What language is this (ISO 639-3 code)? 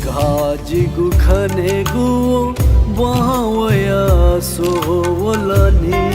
new